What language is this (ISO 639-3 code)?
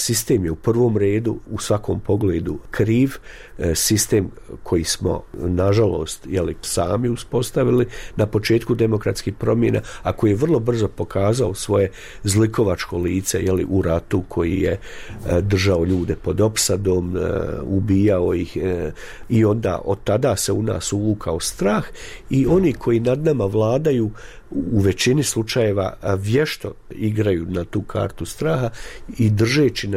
bos